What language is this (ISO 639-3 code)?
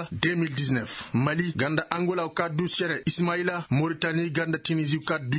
ses